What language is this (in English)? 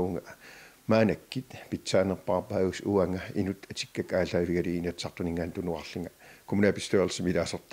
Kalaallisut